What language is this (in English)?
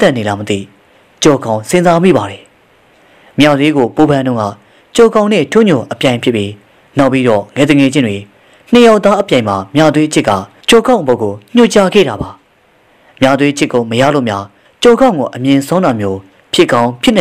Burmese